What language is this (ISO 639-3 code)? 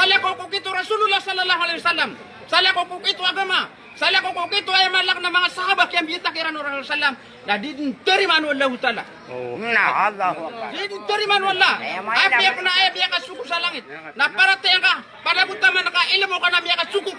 mrw